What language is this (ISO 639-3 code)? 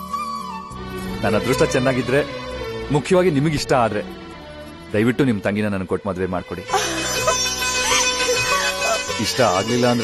kan